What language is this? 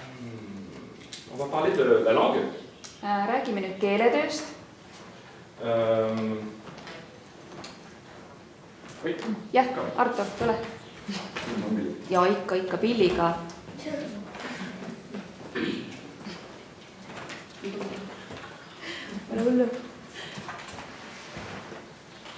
Estonian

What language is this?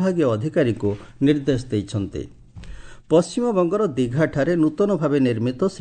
Odia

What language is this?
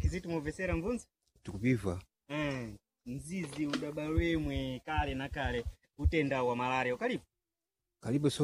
Sena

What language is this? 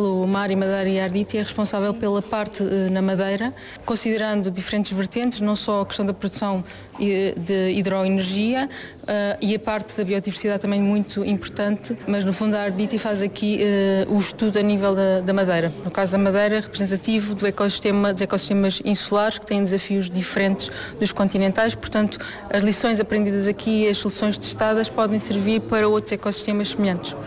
Portuguese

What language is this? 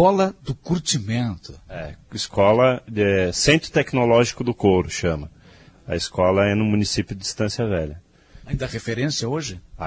Portuguese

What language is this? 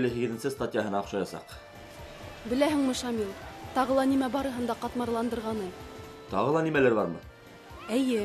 Bashkir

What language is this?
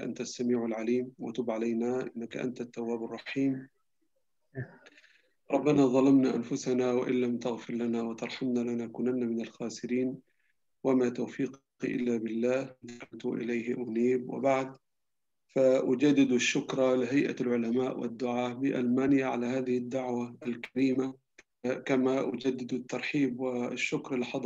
Arabic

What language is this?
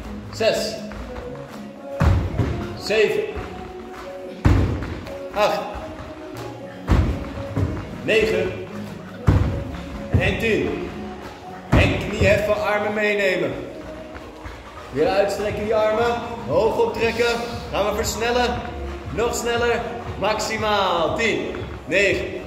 Dutch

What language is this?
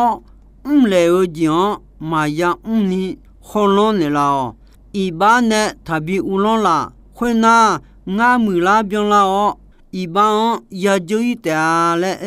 Akha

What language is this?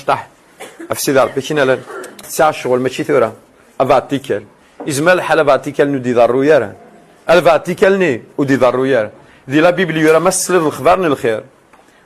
Kabyle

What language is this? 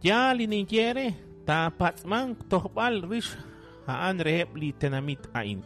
Kekchí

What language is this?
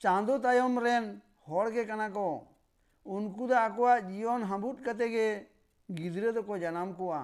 Santali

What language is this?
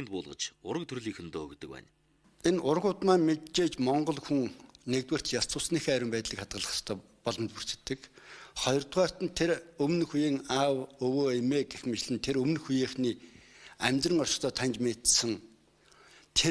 Mongolian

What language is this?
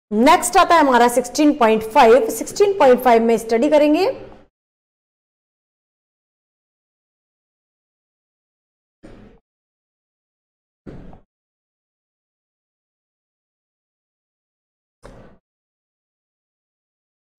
Hindi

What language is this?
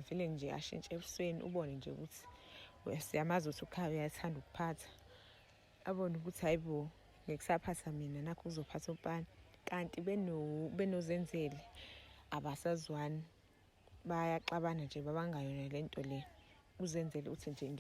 Zulu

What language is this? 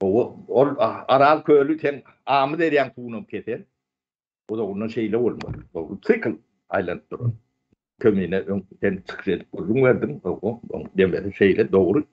Turkmen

